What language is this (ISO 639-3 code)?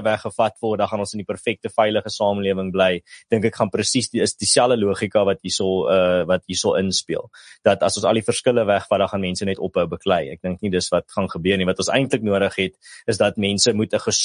afr